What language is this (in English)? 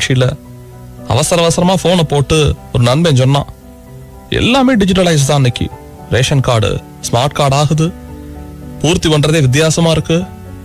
Tamil